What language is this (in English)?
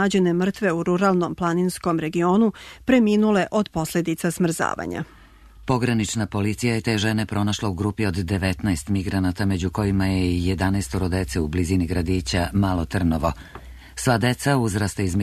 Serbian